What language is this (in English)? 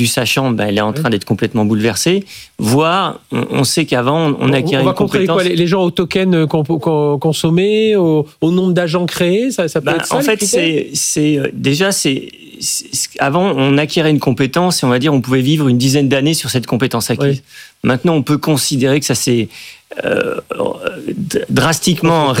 French